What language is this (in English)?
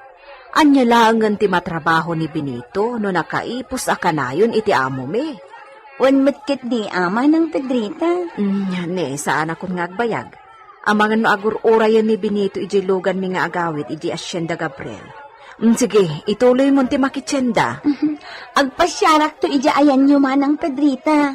Iloko